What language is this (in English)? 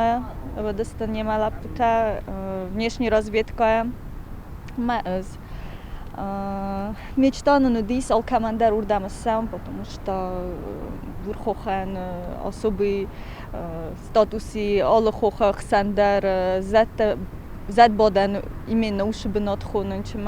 Ossetic